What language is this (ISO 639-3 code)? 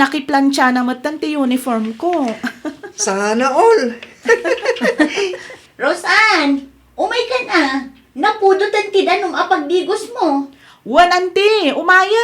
ilo